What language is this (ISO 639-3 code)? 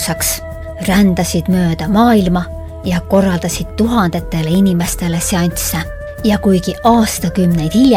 est